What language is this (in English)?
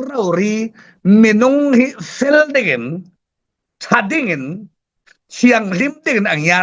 Falam Chin